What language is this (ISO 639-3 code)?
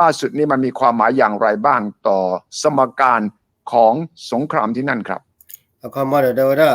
ksw